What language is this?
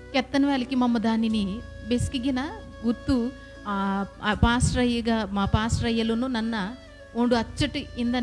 Koya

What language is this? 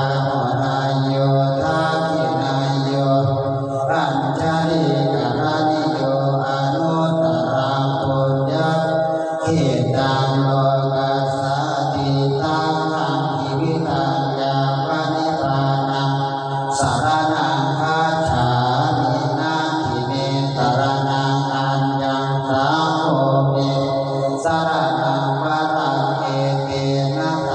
Pali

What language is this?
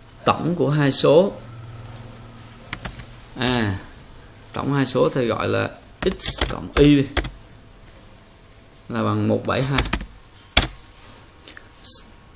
Vietnamese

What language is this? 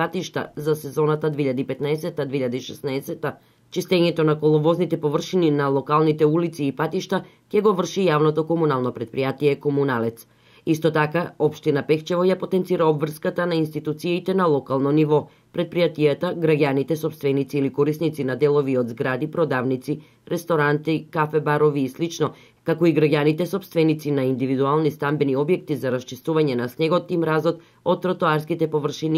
Macedonian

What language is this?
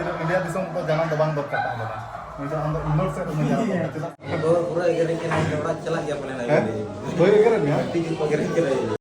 Santali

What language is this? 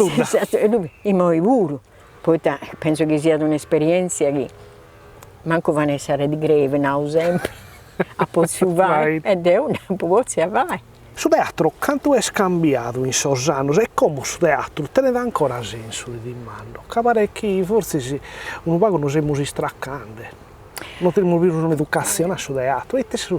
Sardinian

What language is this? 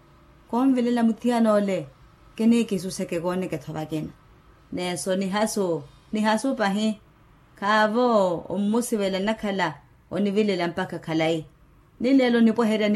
Makhuwa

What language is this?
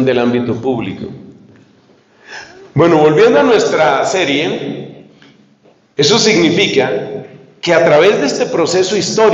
Spanish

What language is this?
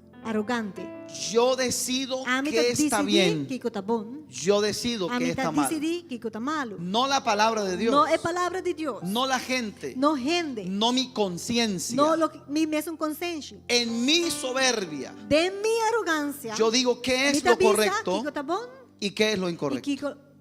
Papiamento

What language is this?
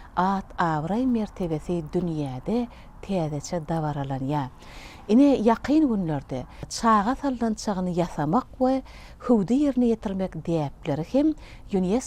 Turkmen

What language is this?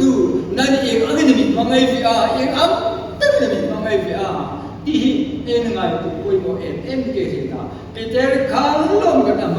Hmar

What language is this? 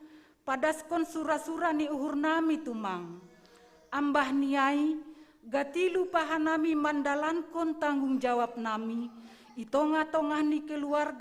Batak Simalungun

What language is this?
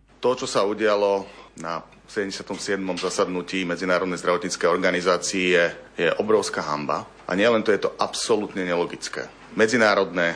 Slovak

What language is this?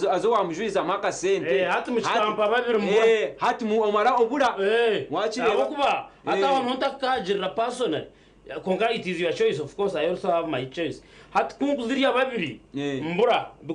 Nyankole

